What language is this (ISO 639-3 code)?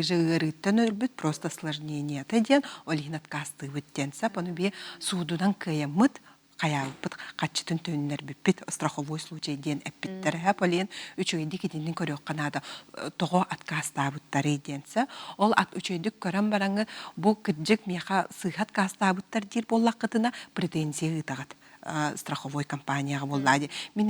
sah